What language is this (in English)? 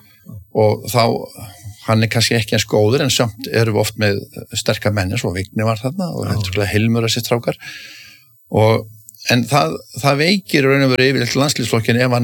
Icelandic